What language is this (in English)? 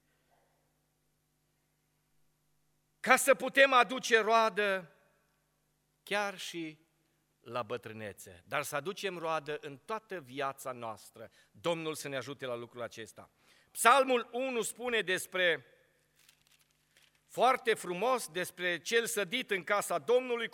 Romanian